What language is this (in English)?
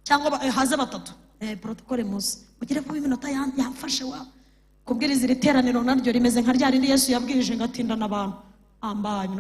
Kinyarwanda